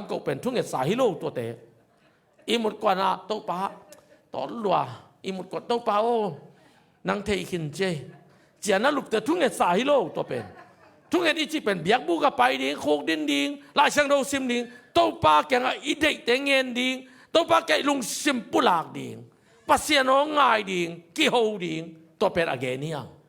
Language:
Tedim Chin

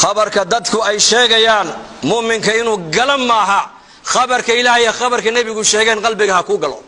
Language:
Somali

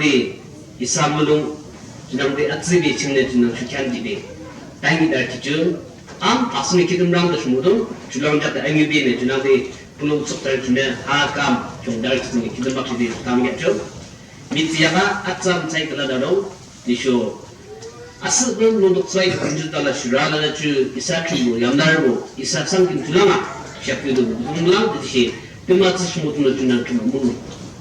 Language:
Yimchungru Naga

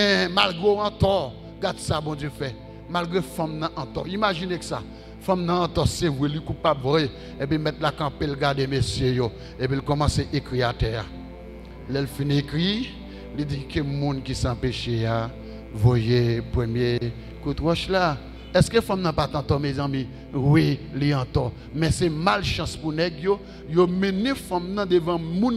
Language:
Haitian Creole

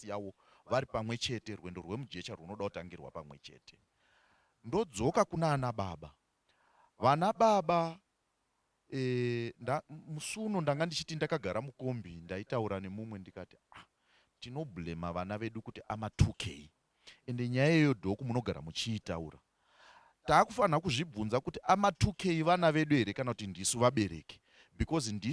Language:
Shona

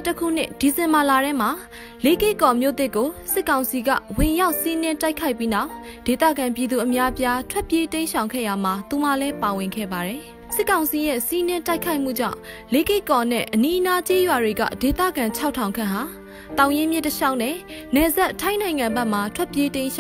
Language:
Burmese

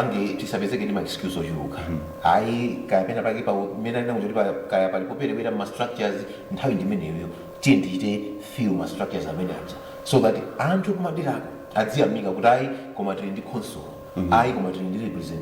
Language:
Nyanja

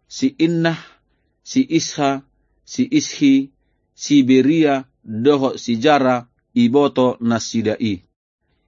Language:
Batak Toba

